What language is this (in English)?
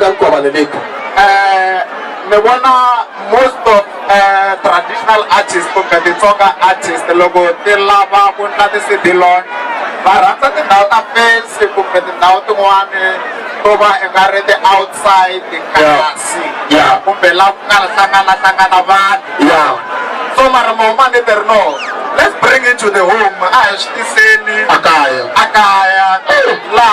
Tsonga